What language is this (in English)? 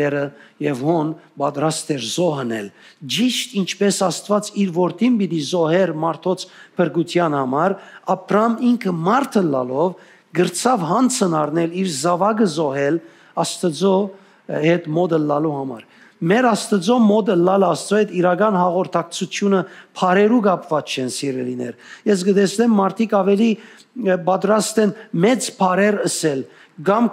Western Armenian